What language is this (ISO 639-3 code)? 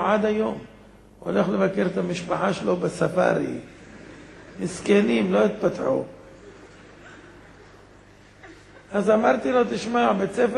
heb